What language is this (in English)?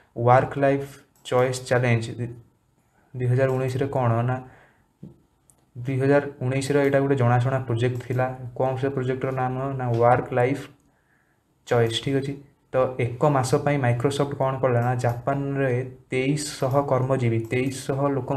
Odia